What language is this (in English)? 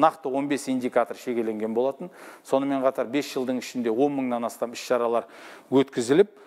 Kazakh